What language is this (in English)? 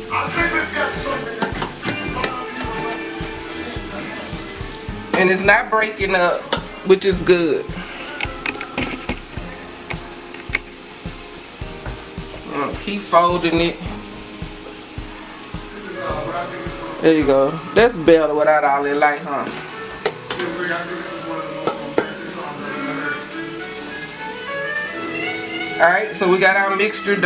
English